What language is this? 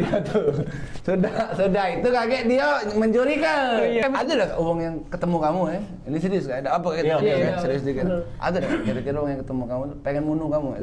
Musi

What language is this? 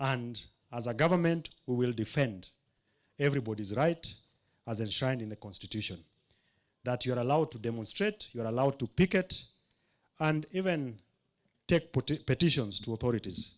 Gusii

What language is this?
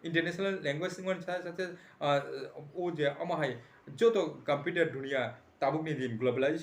Kok Borok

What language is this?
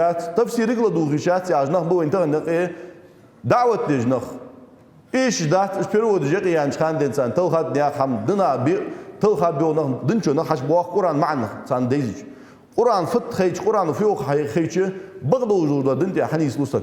Ingush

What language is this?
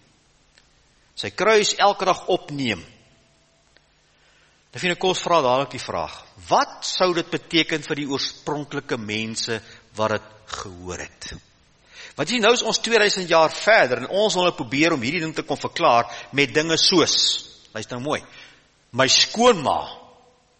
Afrikaans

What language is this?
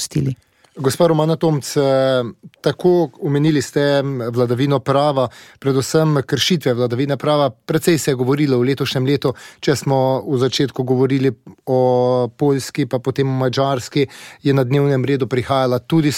Slovenian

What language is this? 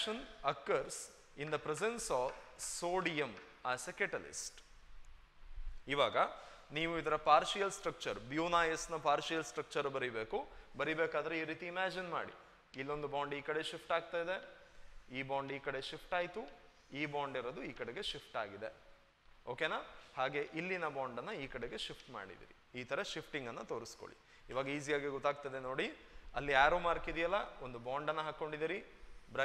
Kannada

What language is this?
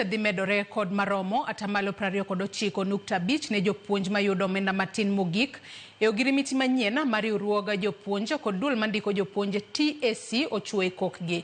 Luo (Kenya and Tanzania)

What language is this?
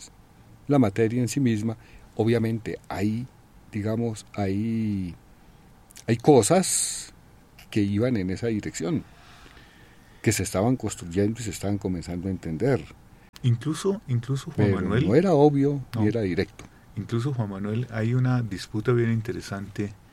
Spanish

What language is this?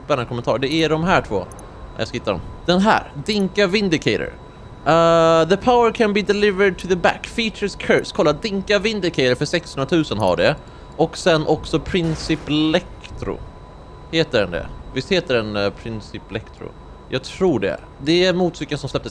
Swedish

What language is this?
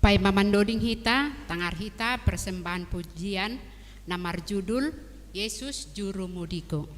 Batak Simalungun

